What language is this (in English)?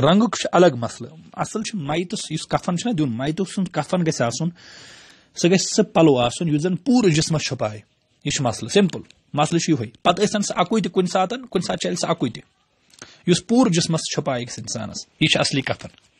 Kashmiri